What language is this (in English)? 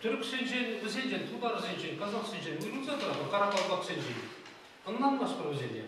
Chuvash